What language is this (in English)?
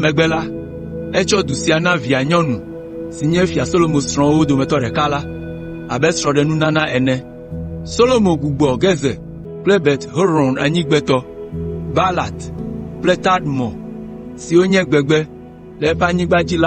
Ewe